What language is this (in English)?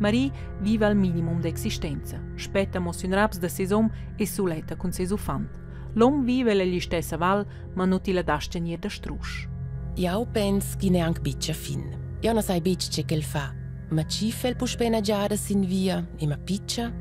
Romansh